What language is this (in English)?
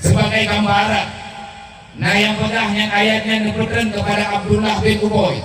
Achinese